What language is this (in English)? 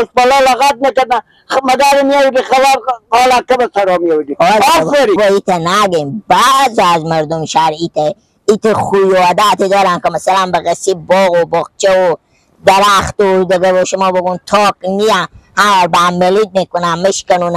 Persian